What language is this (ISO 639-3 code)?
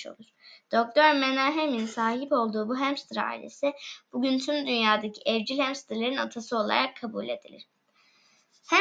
tur